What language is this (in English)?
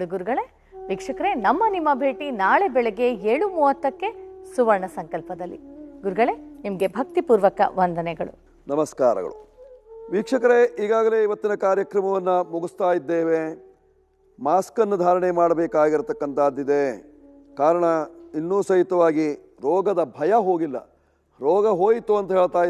Kannada